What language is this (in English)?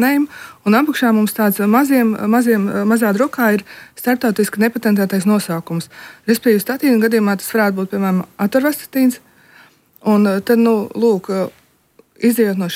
Latvian